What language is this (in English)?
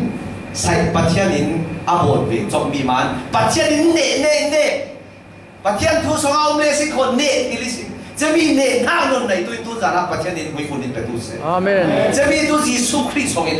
Falam Chin